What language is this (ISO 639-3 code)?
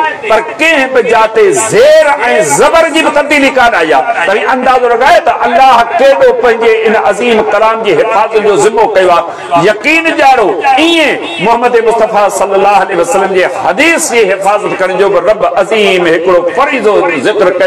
snd